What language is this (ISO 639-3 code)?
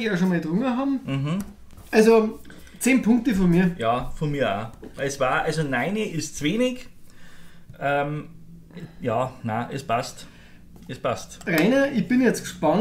bar